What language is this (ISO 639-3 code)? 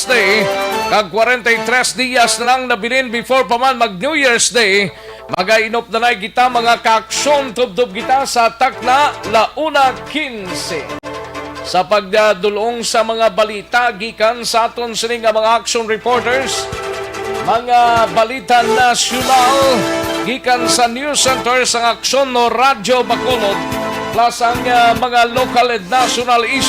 hil